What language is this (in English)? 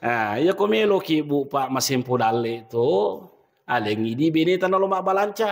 Buginese